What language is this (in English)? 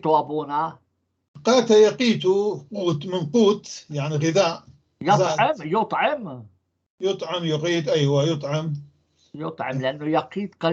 North Levantine Arabic